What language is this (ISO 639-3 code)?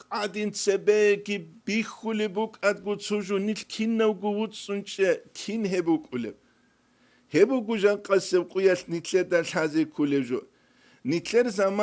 ava